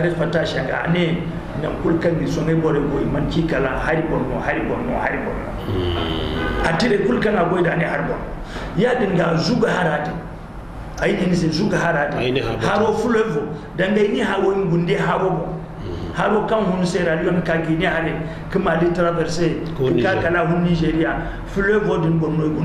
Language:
Zarma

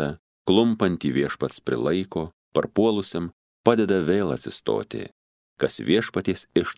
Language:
Lithuanian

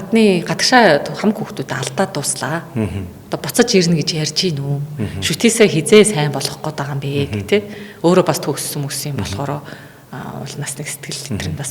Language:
Mongolian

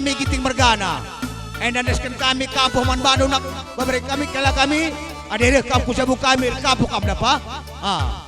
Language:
Batak Karo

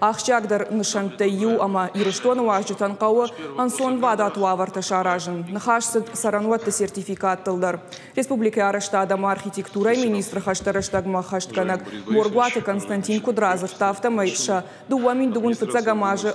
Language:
Ossetic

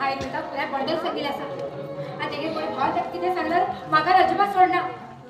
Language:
Konkani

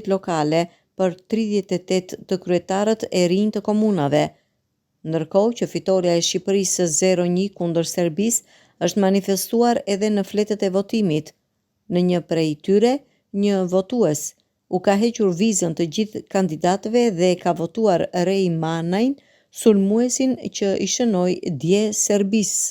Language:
Albanian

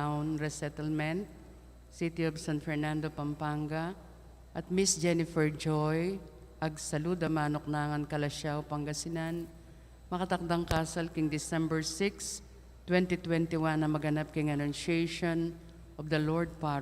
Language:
Pampanga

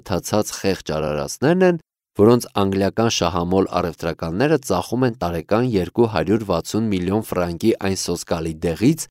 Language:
Armenian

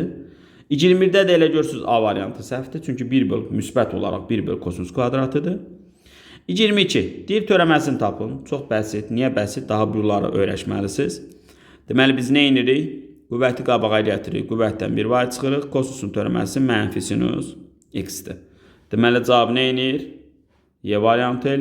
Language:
Azerbaijani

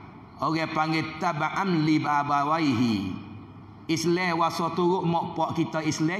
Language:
Pattani Malay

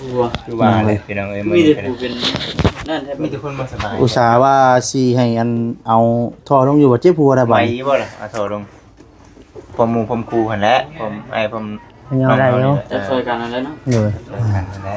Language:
Lao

